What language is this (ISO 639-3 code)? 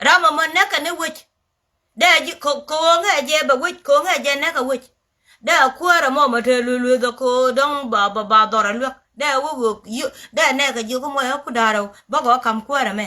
nus